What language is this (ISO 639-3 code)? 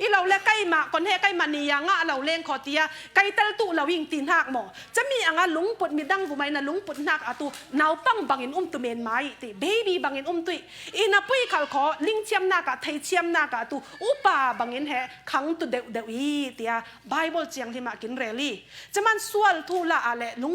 cfm